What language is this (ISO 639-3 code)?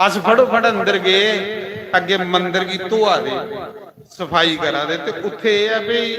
doi